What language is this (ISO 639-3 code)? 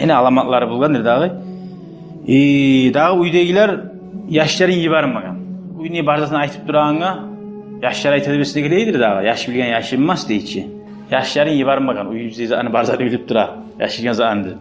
kum